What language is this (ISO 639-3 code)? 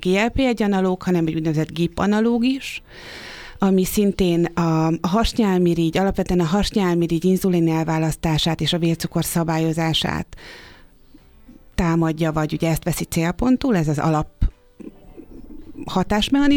hun